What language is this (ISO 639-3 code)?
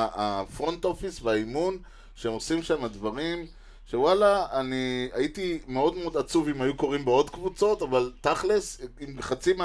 heb